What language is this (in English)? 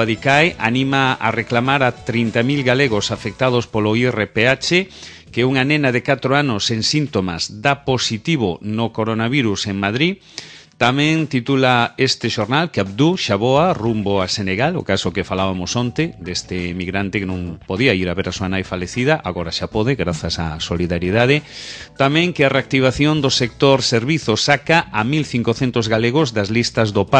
Galician